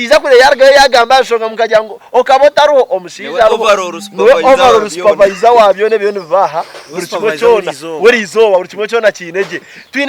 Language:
Nyankole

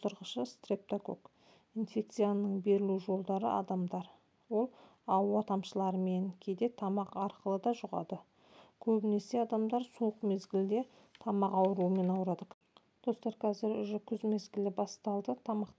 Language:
Kazakh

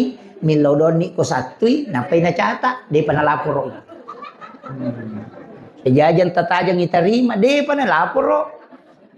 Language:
Buginese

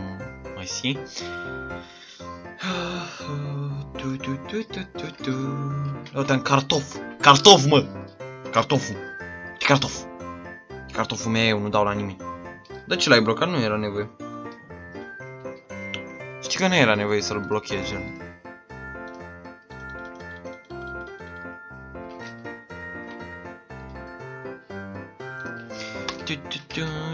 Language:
Romanian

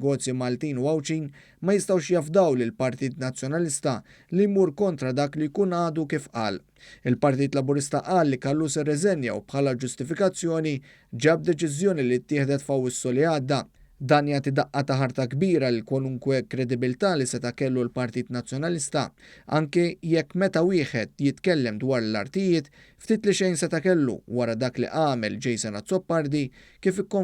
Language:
Maltese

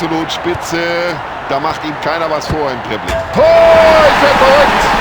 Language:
Bavarian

